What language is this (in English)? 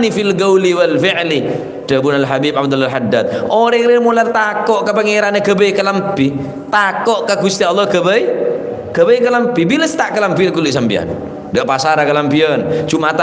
Madurese